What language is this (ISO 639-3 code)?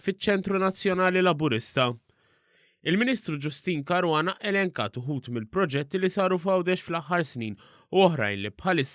mlt